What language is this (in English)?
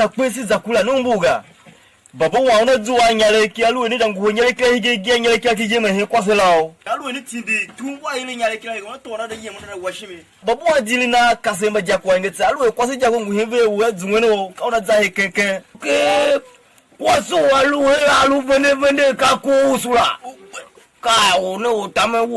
Tiv